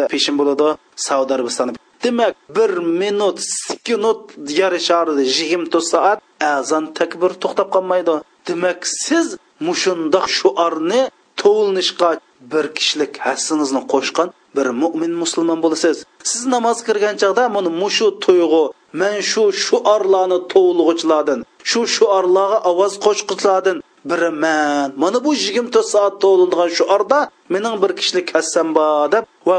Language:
Uyghur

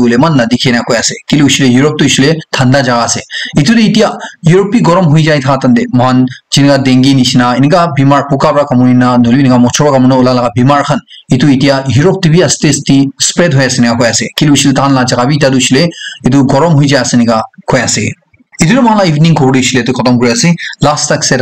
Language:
Naga Pidgin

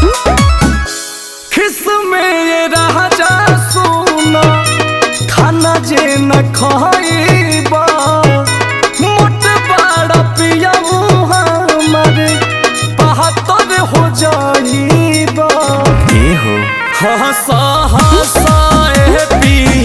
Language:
Bhojpuri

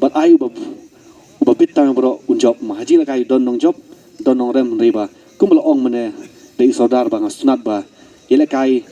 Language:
Khasi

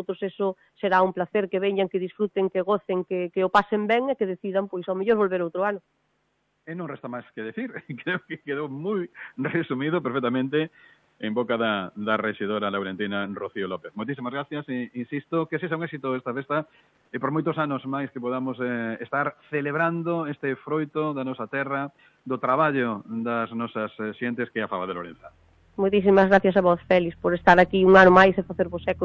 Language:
Galician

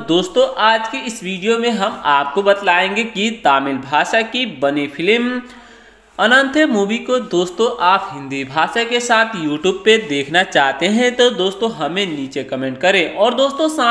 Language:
Hindi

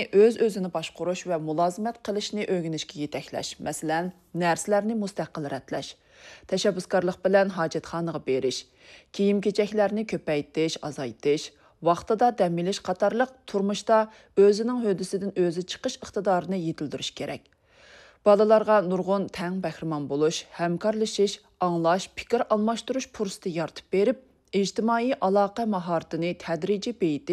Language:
Uyghur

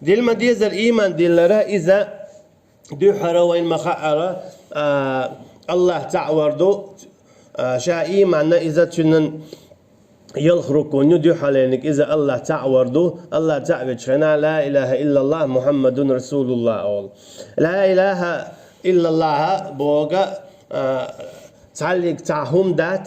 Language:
Chechen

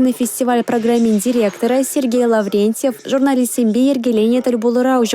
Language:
Chuvash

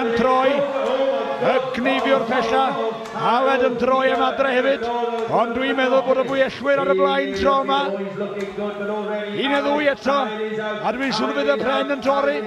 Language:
Welsh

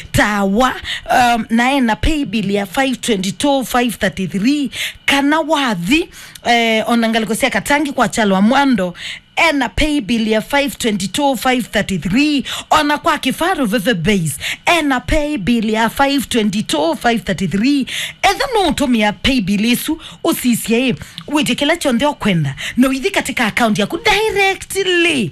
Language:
Kamba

